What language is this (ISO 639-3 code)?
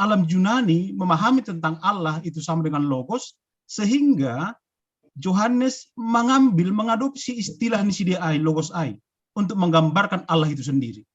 bts